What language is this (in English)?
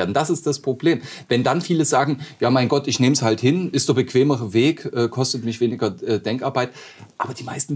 German